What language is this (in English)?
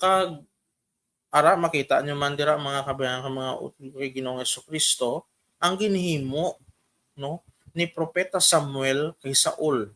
Hiligaynon